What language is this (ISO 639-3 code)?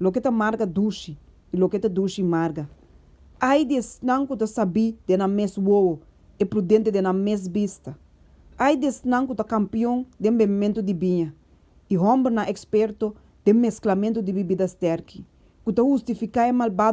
pap